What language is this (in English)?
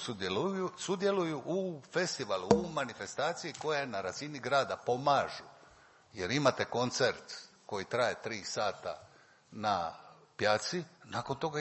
Croatian